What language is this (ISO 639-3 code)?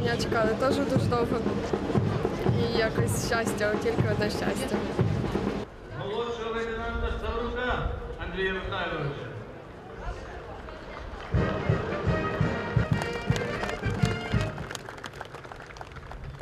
ukr